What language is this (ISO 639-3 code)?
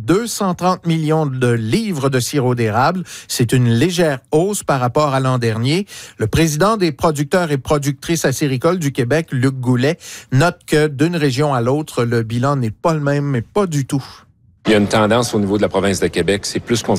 fra